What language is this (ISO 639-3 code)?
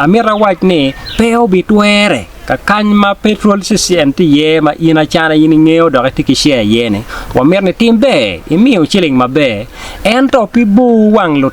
ach